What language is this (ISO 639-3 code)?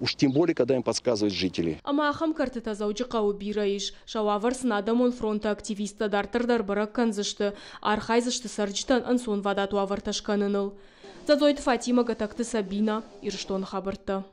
oss